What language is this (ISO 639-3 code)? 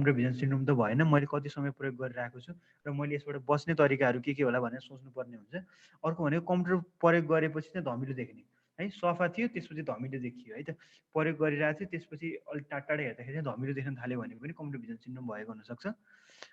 nep